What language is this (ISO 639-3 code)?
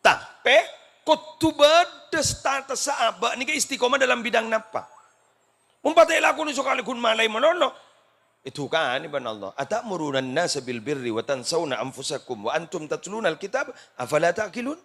mad